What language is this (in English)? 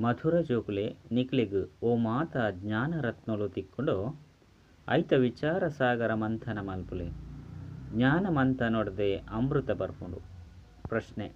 Tulu